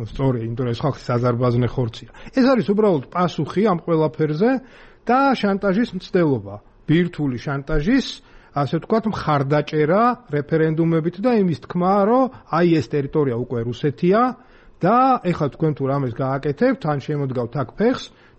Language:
Georgian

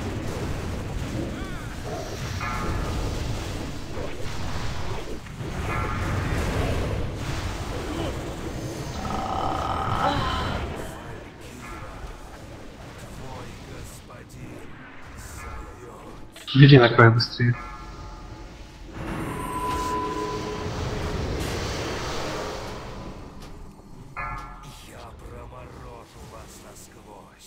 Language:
Russian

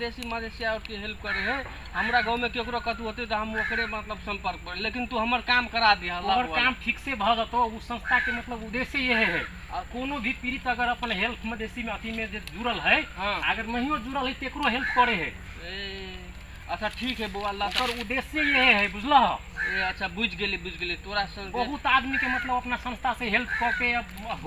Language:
Maithili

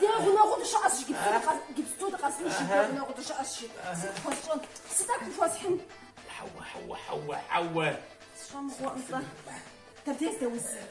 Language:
Kabardian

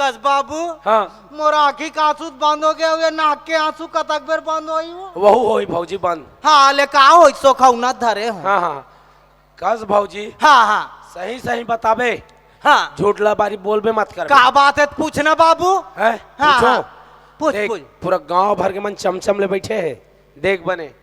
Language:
Chhattisgarhi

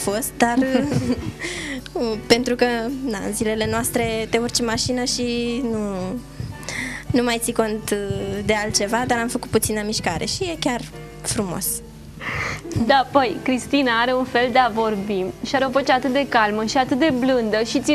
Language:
Romanian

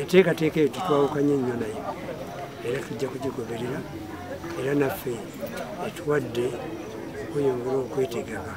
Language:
Ganda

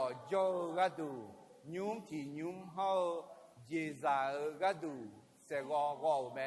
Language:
Akha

